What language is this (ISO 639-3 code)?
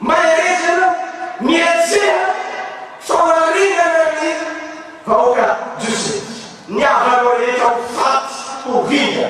mlg